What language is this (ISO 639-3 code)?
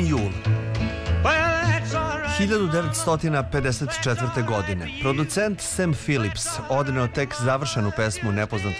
srp